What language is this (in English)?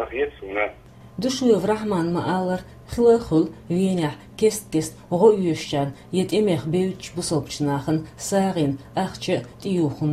Chechen